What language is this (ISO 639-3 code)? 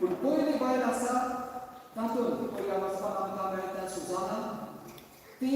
kok